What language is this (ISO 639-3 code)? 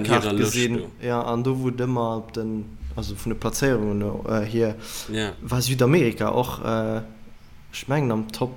ltz